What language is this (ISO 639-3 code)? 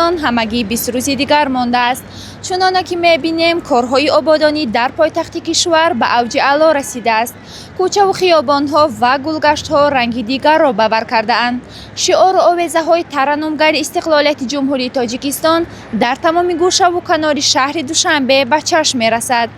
tgk